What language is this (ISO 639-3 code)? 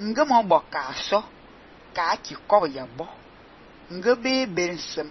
fan